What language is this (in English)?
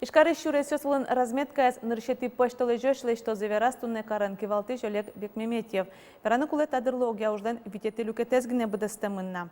Udmurt